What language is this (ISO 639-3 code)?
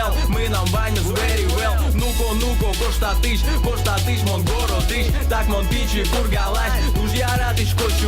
udm